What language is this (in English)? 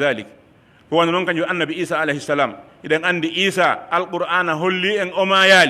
Pular